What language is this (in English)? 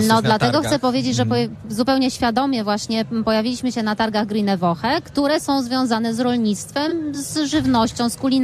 Polish